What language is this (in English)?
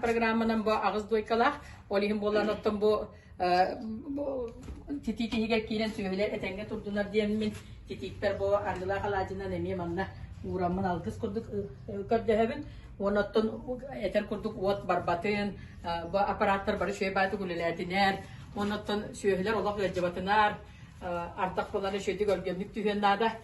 Yakut